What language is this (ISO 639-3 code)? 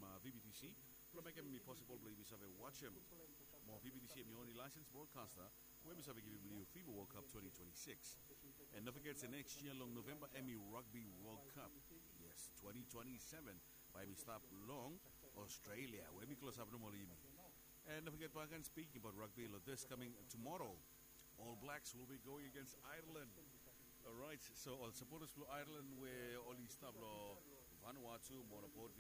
bis